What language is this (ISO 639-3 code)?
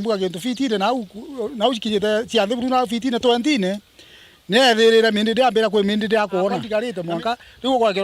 mer